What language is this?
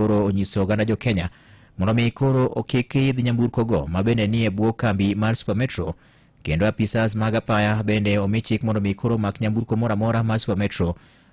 Luo (Kenya and Tanzania)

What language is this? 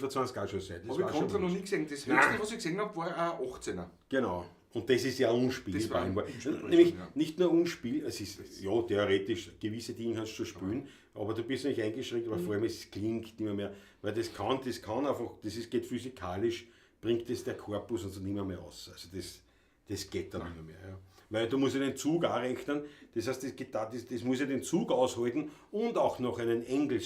Bavarian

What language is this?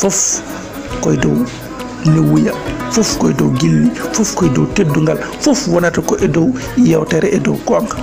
Fula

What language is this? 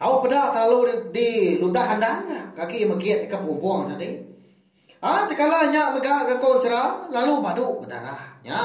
Iban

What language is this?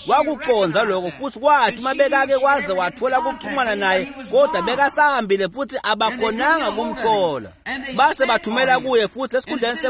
Swati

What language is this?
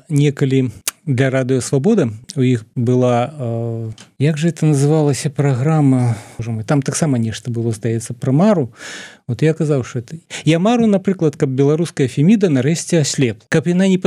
Belarusian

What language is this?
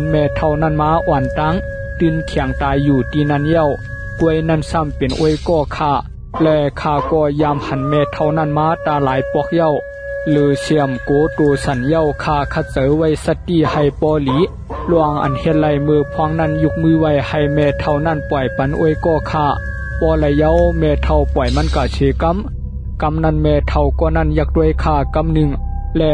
Shan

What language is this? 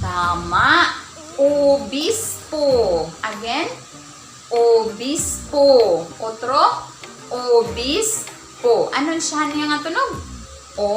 Waray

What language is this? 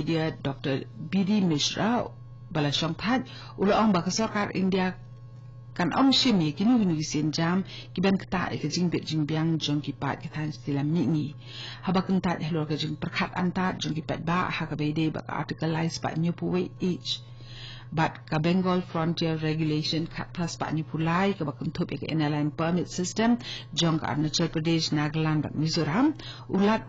Khasi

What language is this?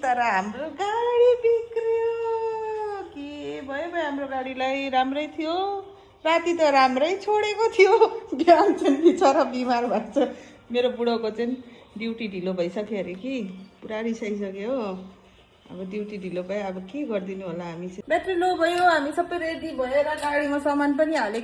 Nepali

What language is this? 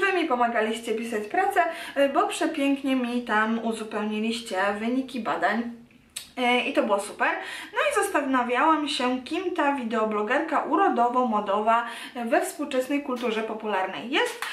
Polish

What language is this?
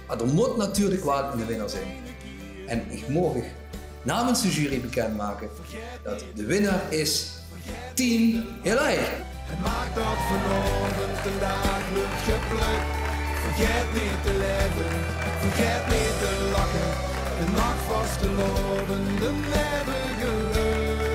Limburgish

